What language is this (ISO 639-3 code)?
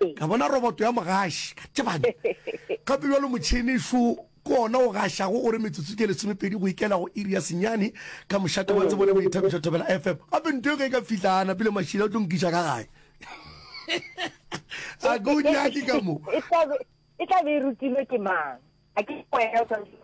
nso